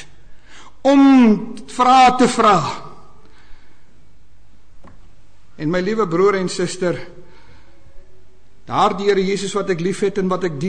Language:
Afrikaans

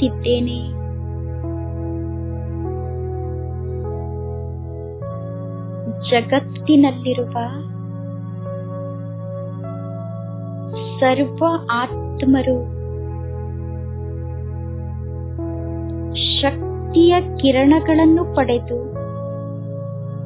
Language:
Kannada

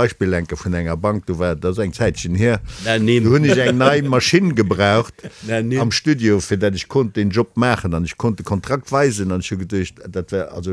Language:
Luxembourgish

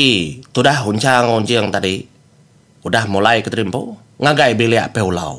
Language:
Iban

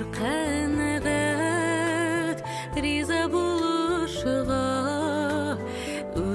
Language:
Bashkir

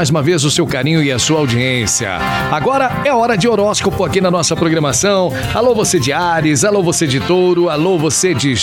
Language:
Portuguese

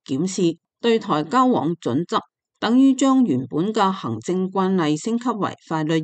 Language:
Cantonese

